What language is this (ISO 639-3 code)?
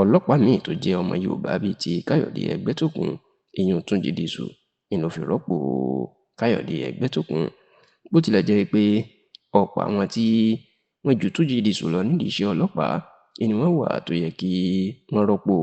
yor